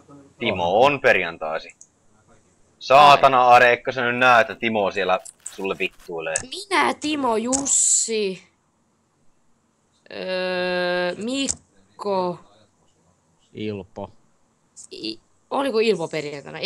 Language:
Finnish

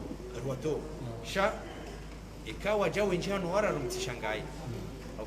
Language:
Ngazidja Comorian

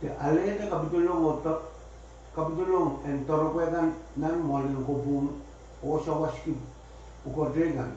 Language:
Pohnpeian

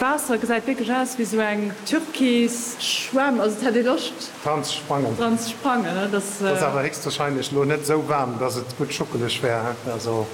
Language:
Luxembourgish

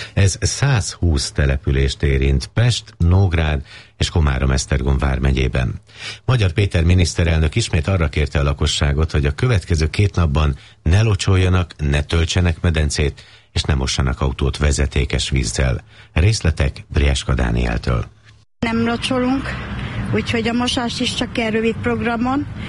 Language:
Hungarian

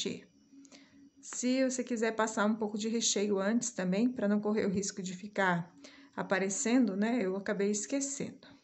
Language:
Portuguese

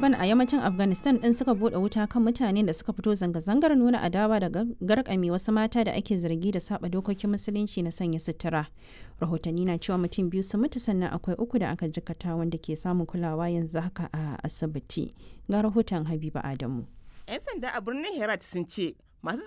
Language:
Hausa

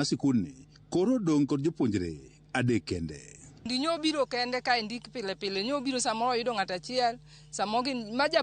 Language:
Luo (Kenya and Tanzania)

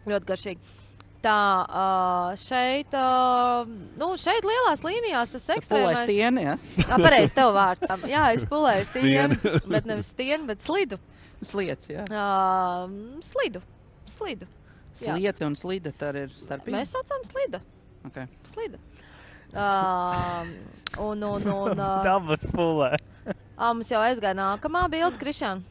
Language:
Latvian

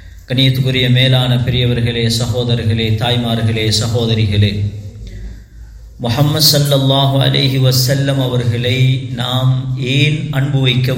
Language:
Tamil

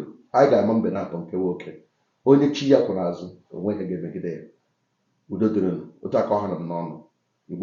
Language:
Igbo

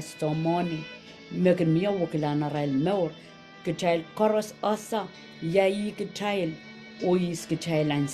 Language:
Pohnpeian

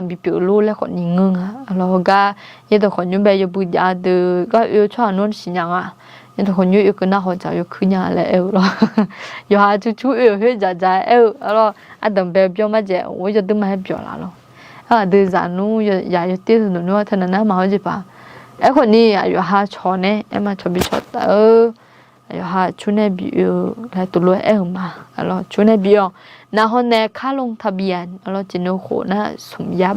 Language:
Akha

